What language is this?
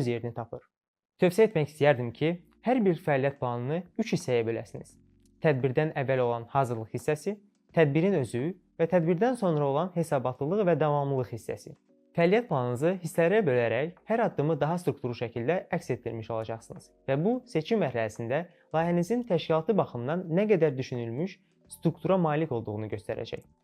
Azerbaijani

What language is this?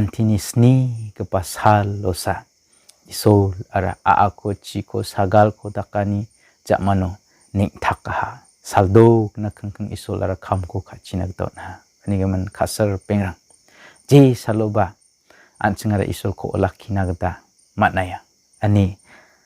Garo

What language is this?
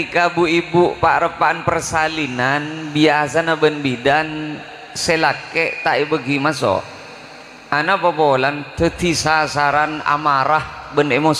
Madurese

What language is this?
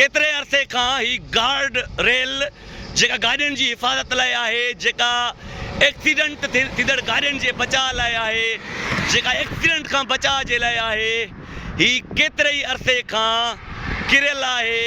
Sindhi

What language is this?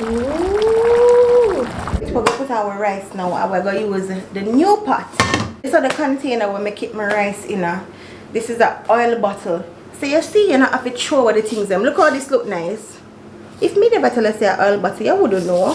Jamaican Creole English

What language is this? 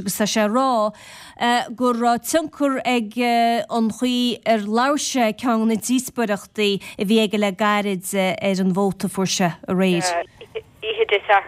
Irish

